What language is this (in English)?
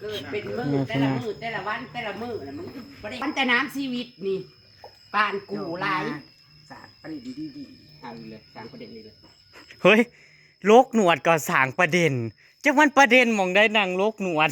Northeastern Thai